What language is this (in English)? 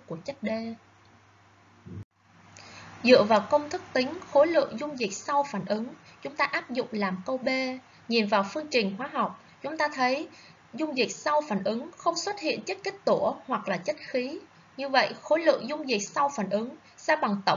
Vietnamese